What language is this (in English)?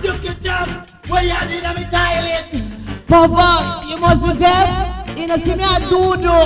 Jamaican Creole English